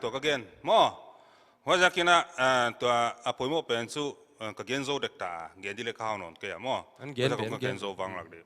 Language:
Paite Chin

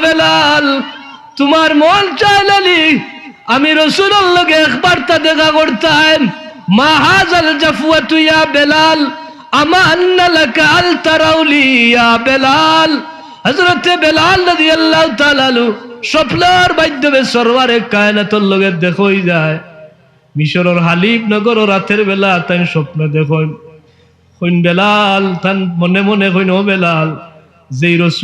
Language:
Sylheti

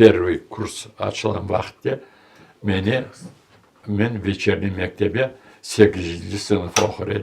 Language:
Crimean Tatar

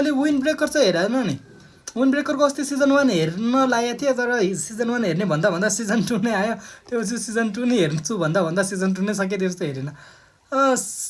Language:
Nepali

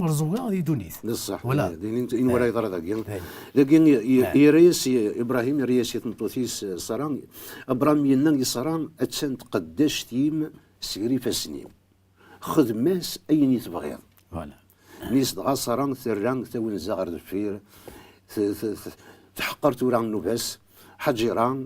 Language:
Kabyle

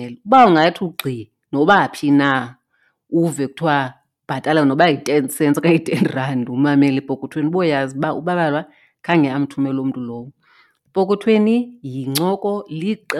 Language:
Xhosa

